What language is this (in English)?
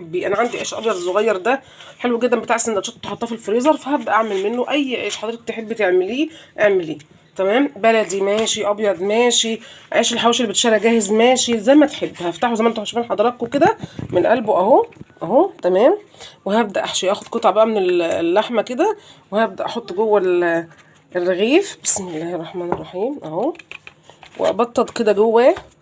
Egyptian Arabic